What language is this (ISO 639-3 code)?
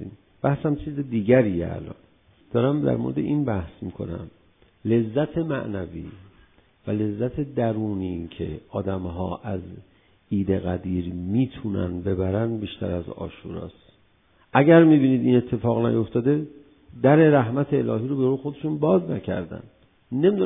fas